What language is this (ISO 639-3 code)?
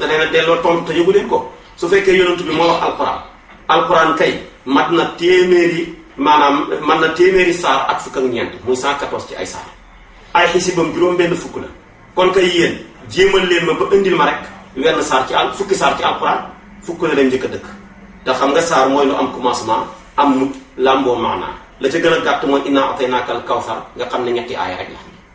wol